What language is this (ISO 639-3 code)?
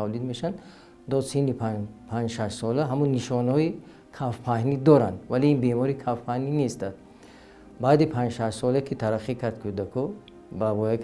tgk